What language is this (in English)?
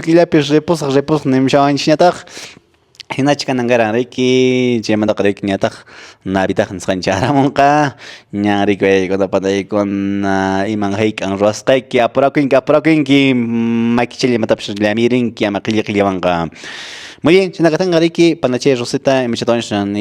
Quechua